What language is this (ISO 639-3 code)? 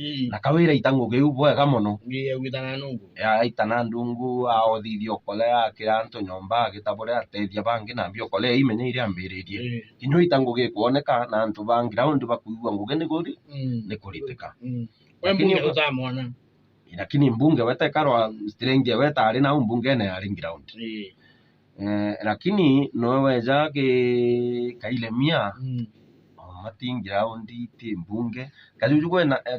mer